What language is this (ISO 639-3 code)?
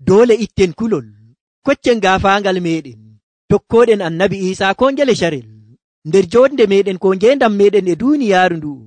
fuv